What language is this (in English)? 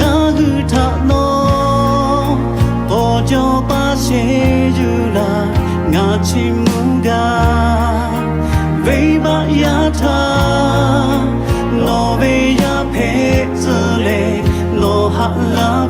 Lahu